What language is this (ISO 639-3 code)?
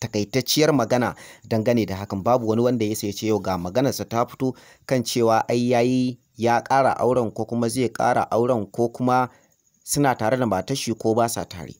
hau